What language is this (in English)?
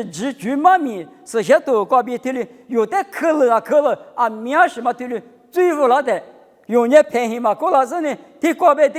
Lisu